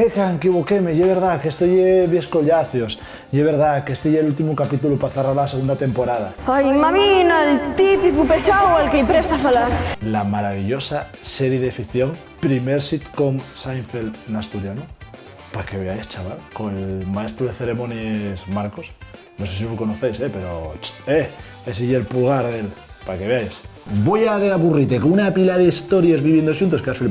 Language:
Asturian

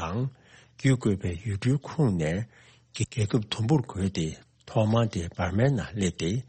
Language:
Tibetan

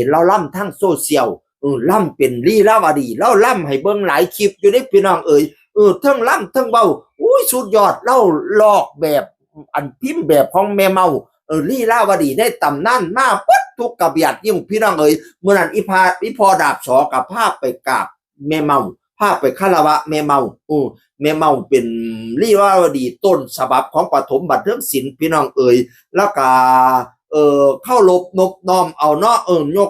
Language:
Northeastern Thai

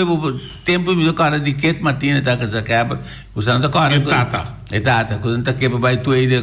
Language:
Papiamento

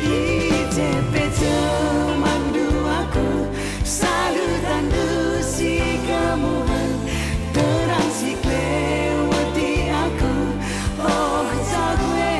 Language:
Batak Karo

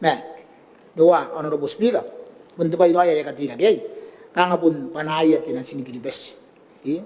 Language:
Gilbertese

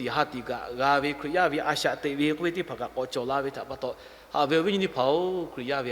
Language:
Lahu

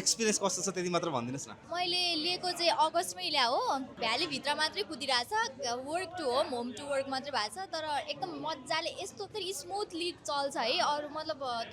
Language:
Nepali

